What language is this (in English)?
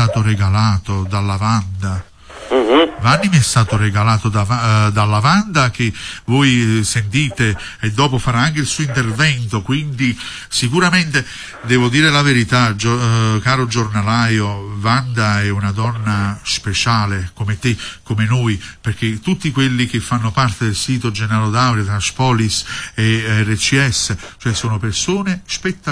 Italian